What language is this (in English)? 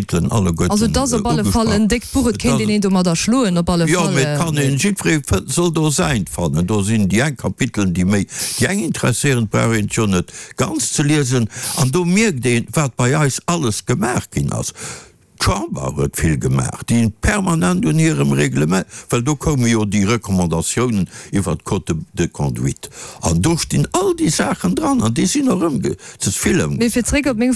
Luxembourgish